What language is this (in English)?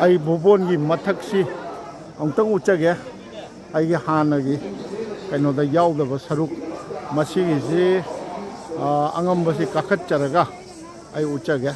Manipuri